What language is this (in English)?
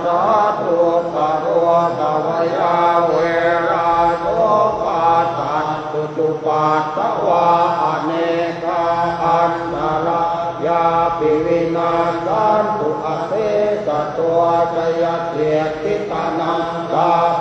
Pali